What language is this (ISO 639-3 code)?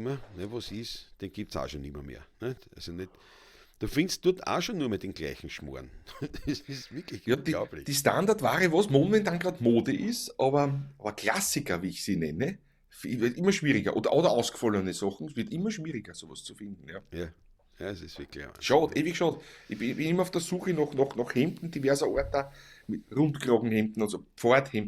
bar